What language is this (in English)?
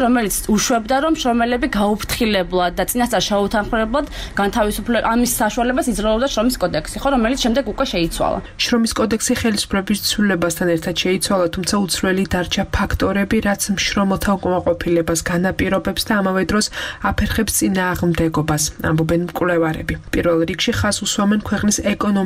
Georgian